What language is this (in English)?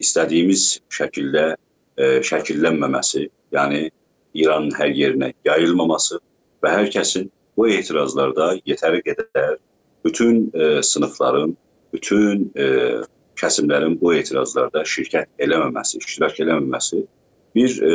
South Azerbaijani